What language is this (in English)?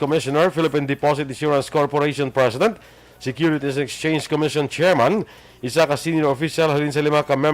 Hiligaynon